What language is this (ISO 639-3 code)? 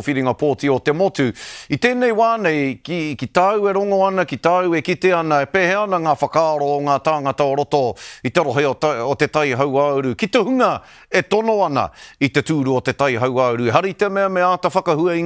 mri